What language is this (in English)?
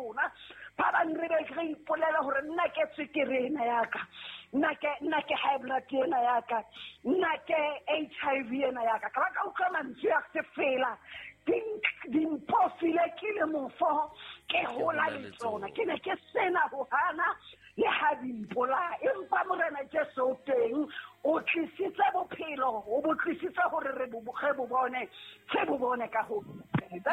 Southern Sotho